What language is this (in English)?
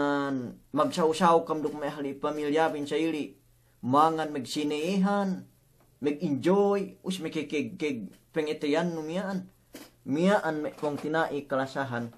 Yakan